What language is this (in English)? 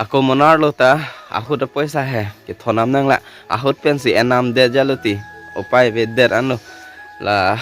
Karbi